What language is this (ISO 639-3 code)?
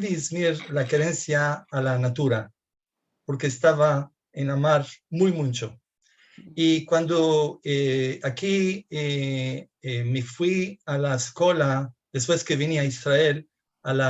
lad